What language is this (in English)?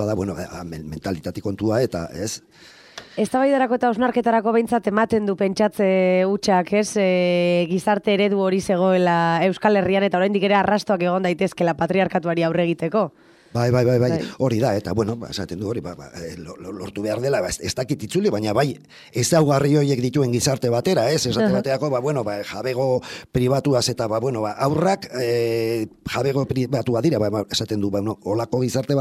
Basque